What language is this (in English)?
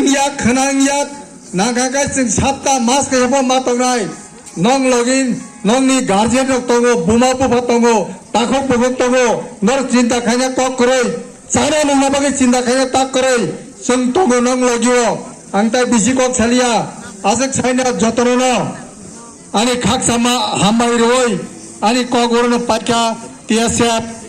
Kok Borok